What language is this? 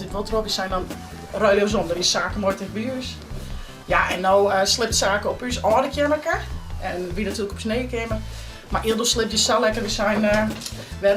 Western Frisian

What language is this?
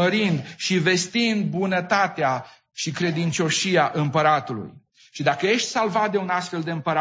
Romanian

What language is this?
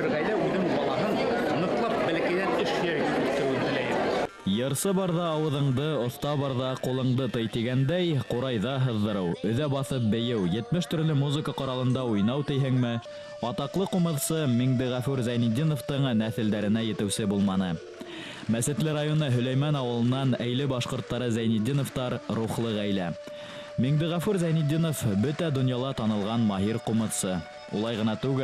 Bashkir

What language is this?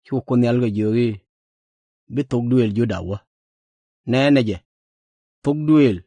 Nuer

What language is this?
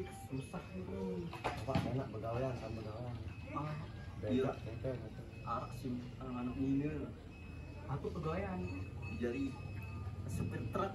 Sasak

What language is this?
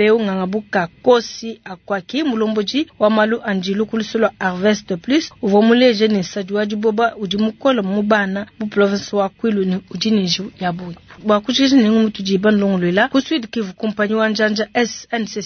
Luba-Lulua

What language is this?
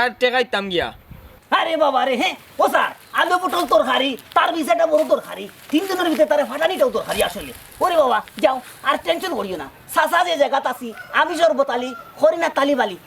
Sylheti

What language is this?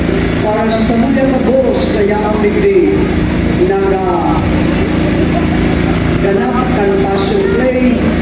Bikol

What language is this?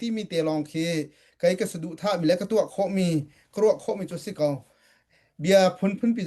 Hakha Chin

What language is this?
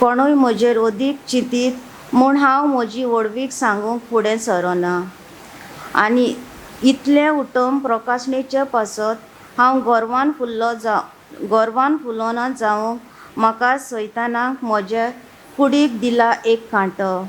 Konkani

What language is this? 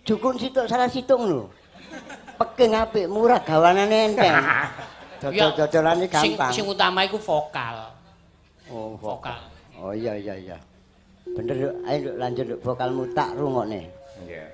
Javanese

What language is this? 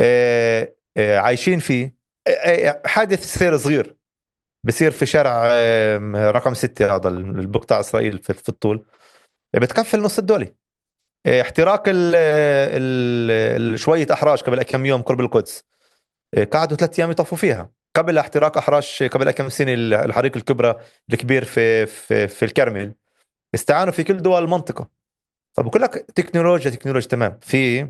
North Levantine Arabic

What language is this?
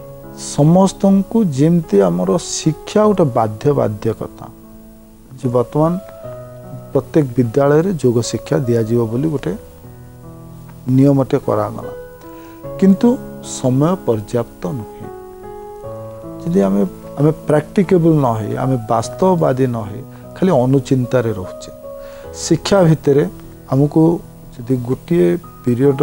Odia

